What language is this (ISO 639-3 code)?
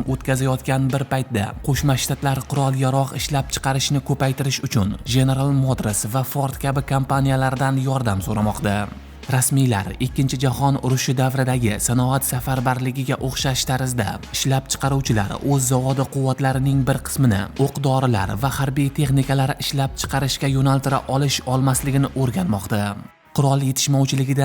uzb